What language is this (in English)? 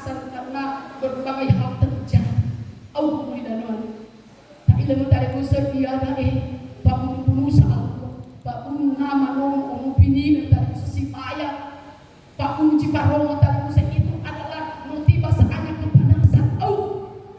Nias